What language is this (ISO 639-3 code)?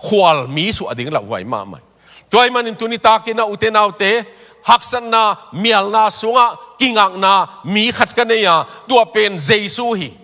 ctd